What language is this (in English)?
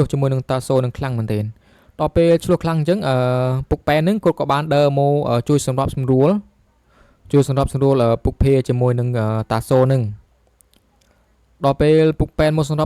Khmer